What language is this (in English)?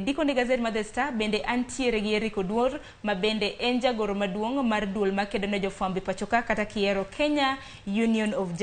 Luo (Kenya and Tanzania)